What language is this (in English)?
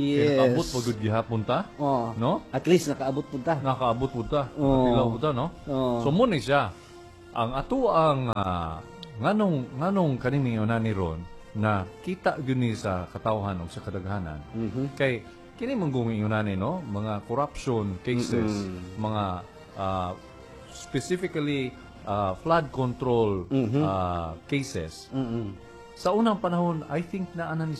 Cebuano